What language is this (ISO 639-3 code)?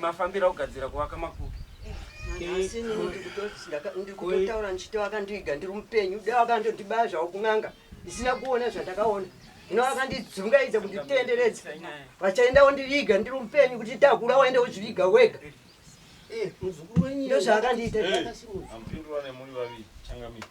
sna